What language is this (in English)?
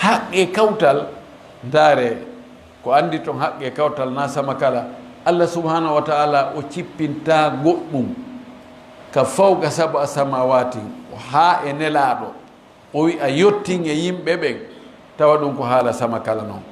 Fula